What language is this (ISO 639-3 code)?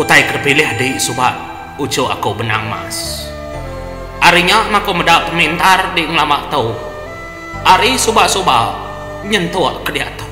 iba